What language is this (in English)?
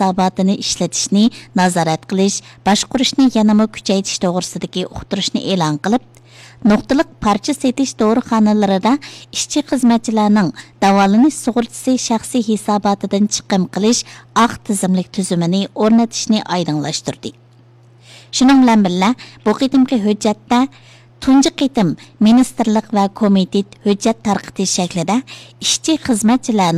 Uyghur